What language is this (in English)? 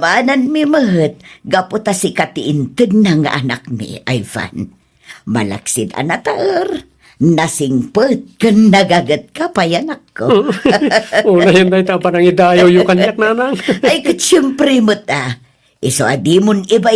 Iloko